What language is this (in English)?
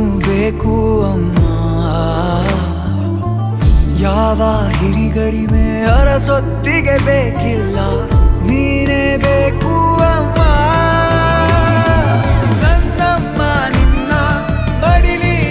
Kannada